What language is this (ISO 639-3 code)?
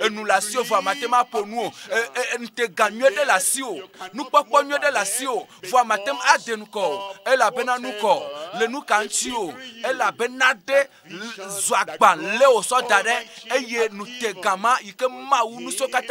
ewe